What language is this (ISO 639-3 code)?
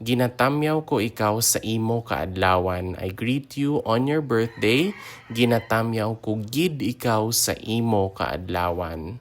hil